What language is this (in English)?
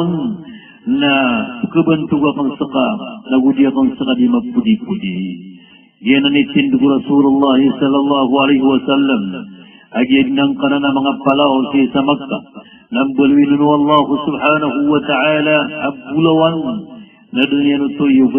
Maranao